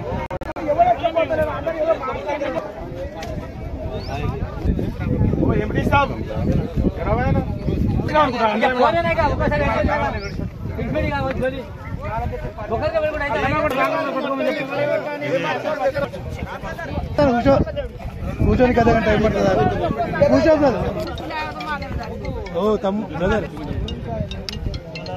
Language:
Telugu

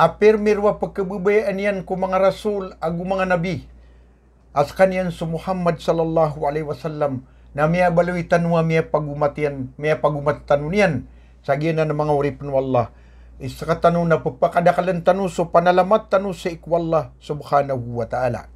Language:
Maranao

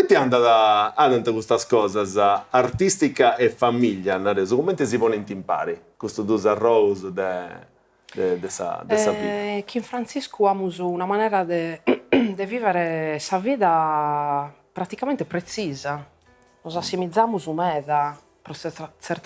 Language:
Sardinian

